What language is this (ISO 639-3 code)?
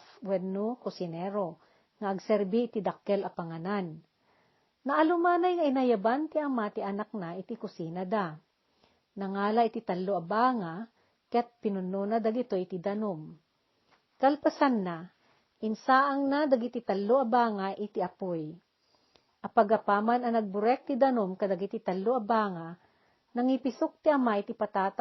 ilo